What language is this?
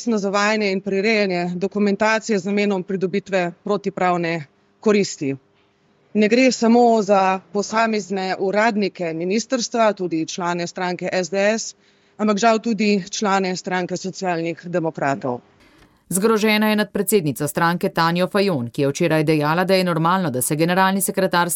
Slovenian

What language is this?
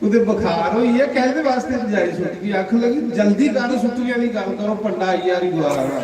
Dogri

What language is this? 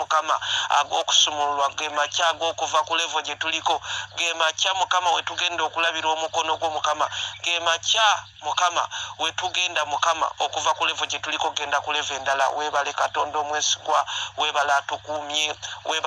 Ganda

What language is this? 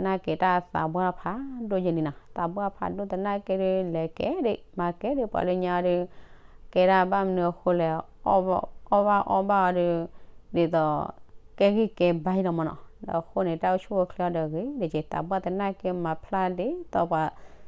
S'gaw Karen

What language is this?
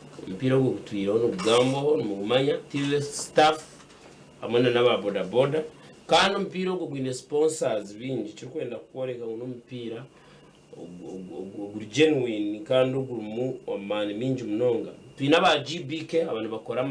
Nyankole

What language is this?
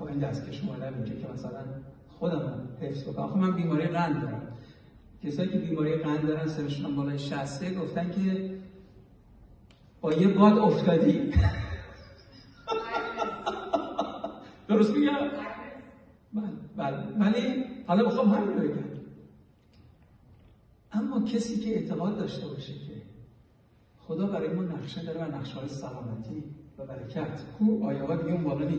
Persian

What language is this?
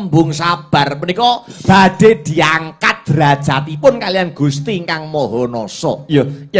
Javanese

